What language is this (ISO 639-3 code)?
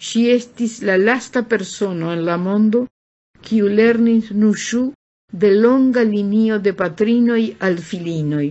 epo